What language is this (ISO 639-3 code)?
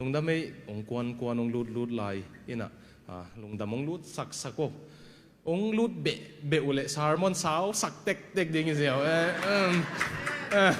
ctd